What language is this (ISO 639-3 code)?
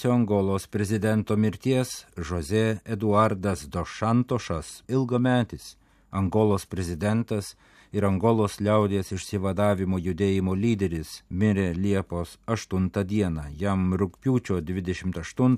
lit